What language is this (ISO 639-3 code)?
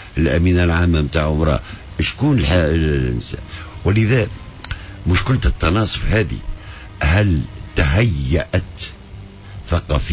aeb